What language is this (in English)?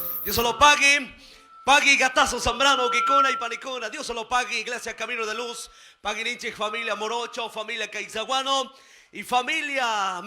Chimborazo Highland Quichua